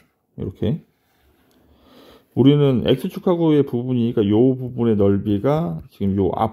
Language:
Korean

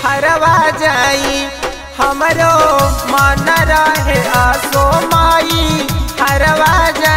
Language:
Bhojpuri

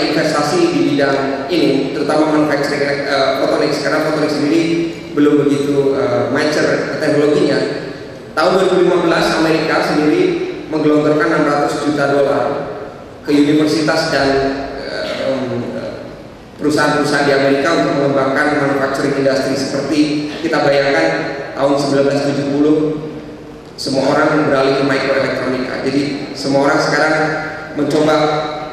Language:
Indonesian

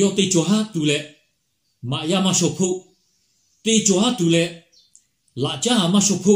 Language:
Lahu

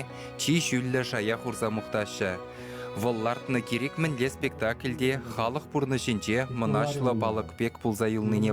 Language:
Chuvash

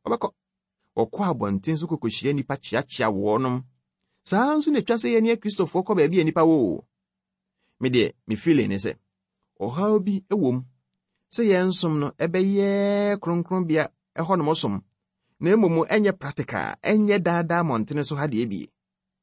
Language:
Akan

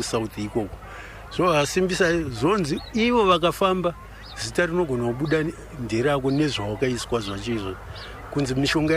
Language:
Shona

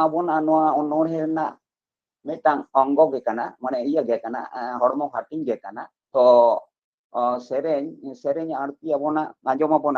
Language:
Santali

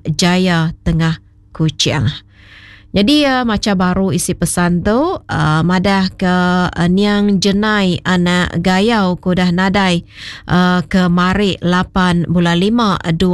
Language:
Iban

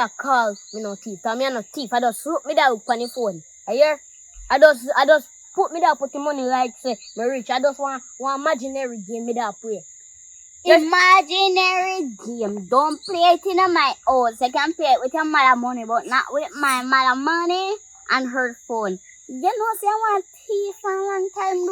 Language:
Jamaican Creole English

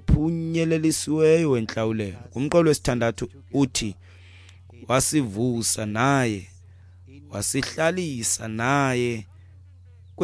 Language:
Xhosa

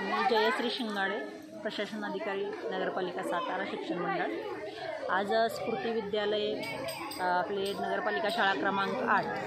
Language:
Marathi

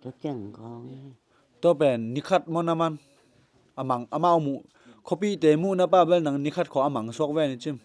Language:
Tedim Chin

